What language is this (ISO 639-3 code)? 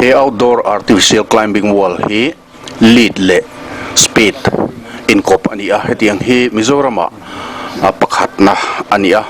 lus